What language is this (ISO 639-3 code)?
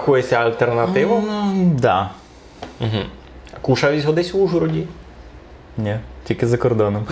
rue